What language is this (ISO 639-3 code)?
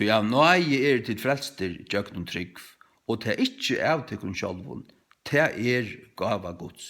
fao